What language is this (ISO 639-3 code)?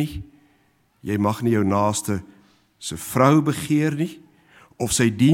afr